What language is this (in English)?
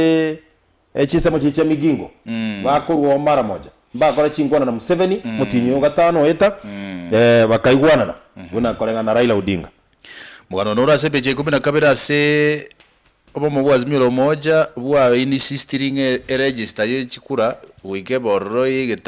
Gusii